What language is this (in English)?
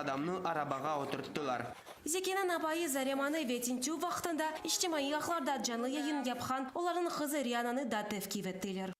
Crimean Tatar